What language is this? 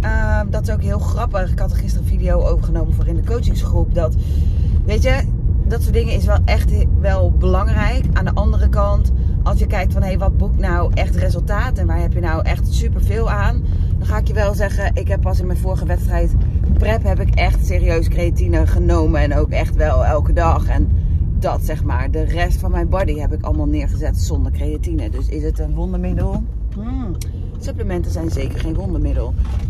Dutch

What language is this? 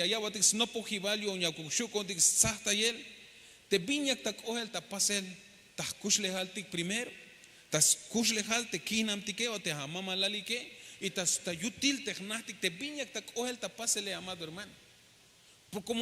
Tzeltal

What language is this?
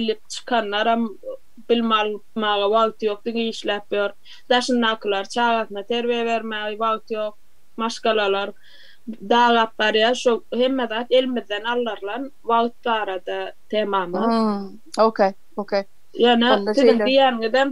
Turkmen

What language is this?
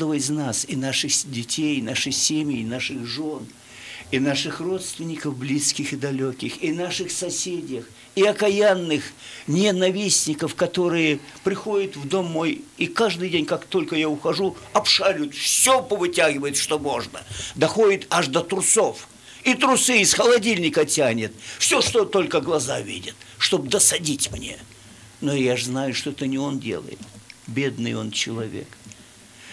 Russian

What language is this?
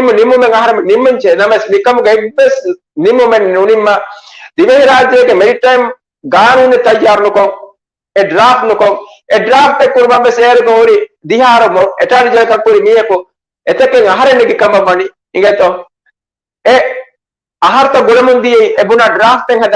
Divehi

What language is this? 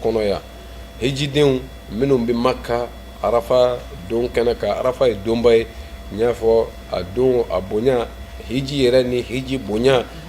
Bambara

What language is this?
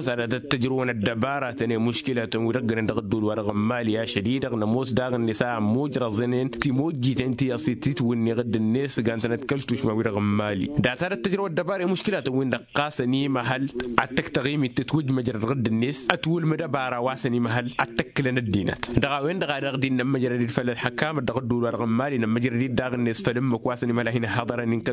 Tamasheq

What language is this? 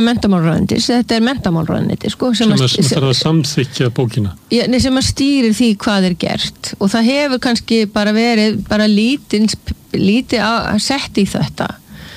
Icelandic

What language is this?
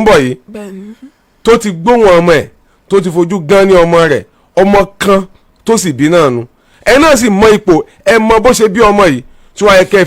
Yoruba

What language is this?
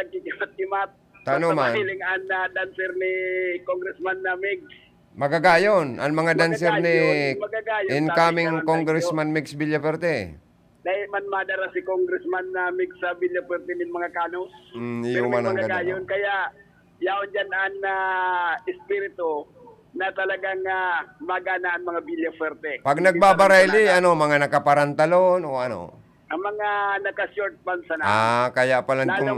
Bikol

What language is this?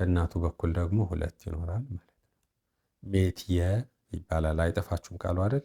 Amharic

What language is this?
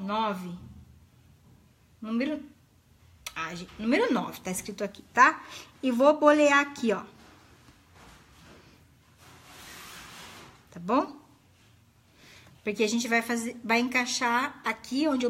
Portuguese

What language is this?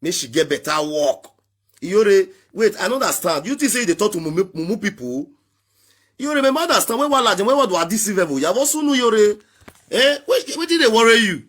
Nigerian Pidgin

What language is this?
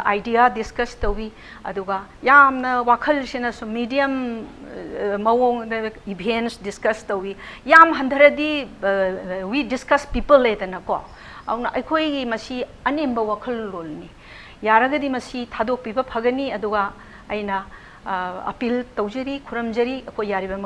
Manipuri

